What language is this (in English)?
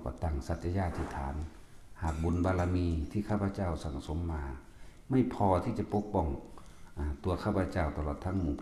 Lao